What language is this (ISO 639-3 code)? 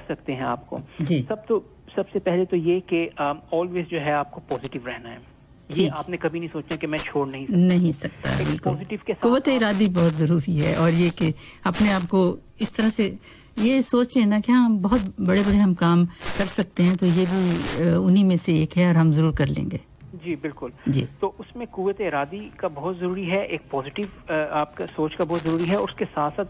urd